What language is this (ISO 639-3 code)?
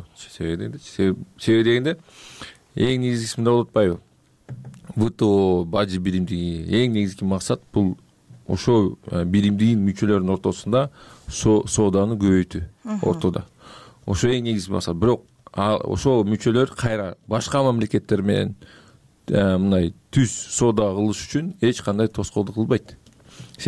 kir